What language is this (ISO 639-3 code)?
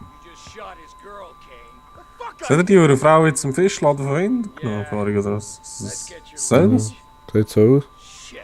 gsw